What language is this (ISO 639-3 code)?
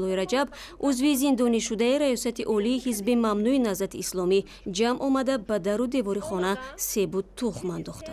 tgk